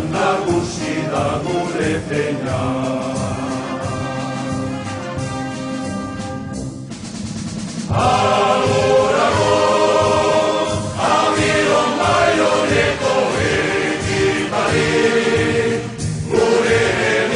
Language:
Basque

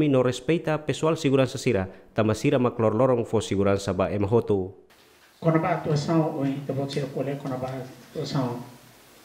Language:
Tetum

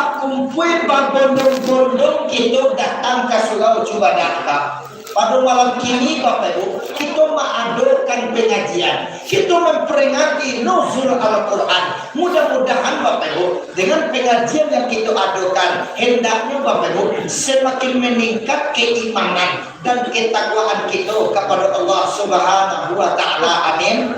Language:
Minangkabau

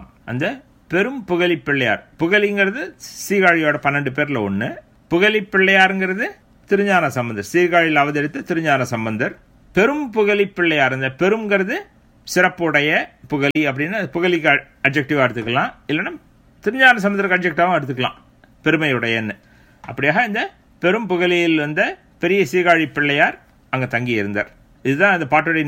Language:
Tamil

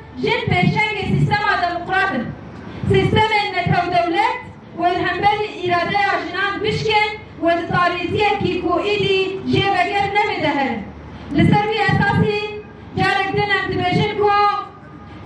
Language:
Kurdish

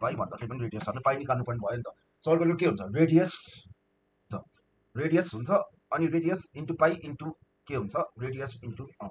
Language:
Nepali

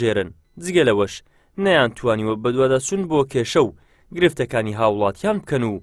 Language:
Central Kurdish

